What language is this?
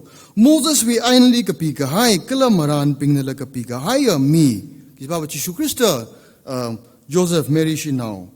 Tangkhul Naga (India)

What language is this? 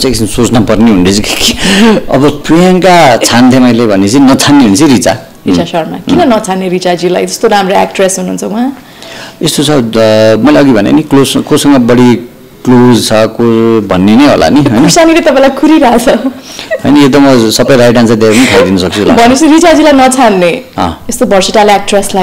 Nepali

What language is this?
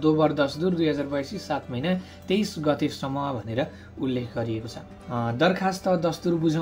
Nepali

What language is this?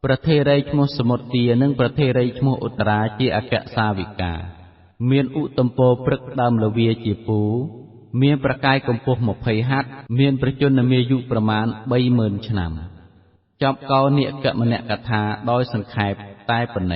Khmer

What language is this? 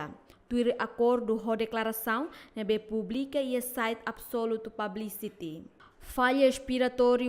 Tetum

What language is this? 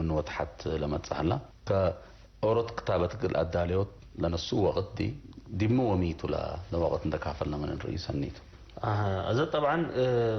Tigre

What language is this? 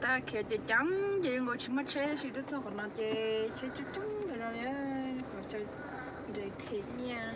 Hmong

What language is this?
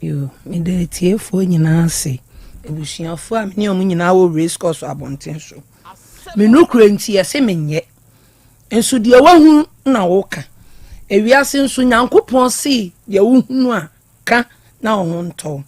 Akan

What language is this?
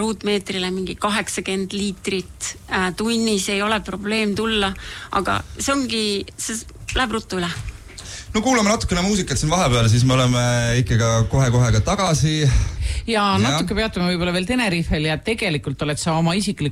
Estonian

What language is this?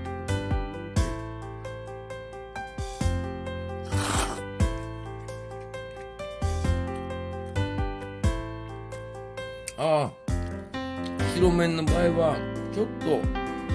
Japanese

